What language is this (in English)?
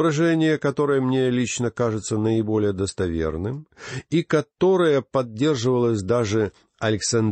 Russian